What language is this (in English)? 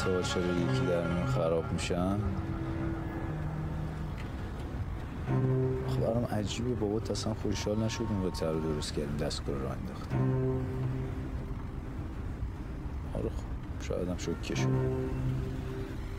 Persian